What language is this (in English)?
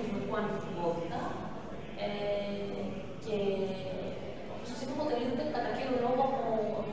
Greek